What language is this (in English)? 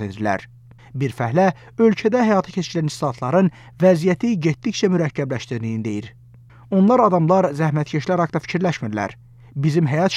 Azerbaijani